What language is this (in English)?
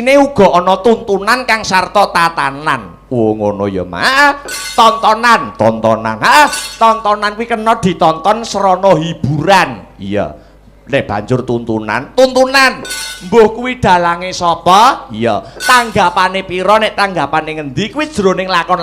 Javanese